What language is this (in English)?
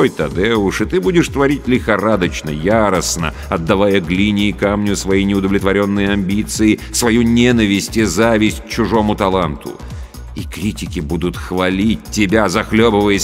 Russian